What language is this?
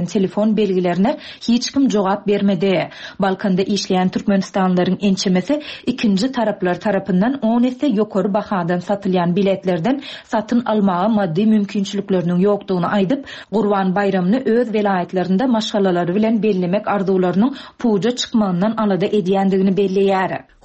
Turkmen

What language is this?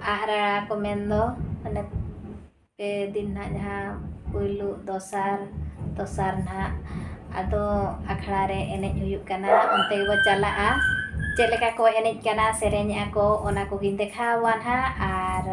Santali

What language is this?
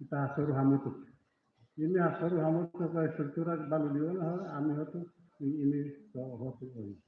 Tetum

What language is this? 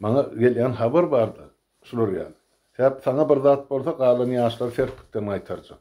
Turkmen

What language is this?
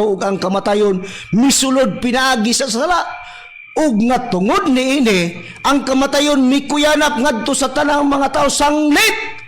Cebuano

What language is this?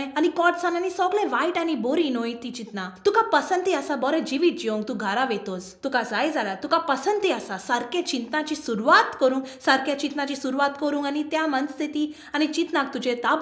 Konkani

